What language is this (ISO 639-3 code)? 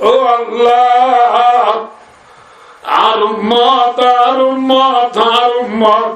rhg